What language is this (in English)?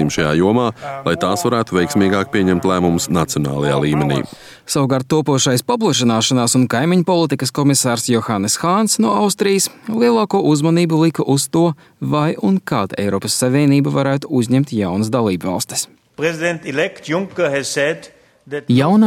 Latvian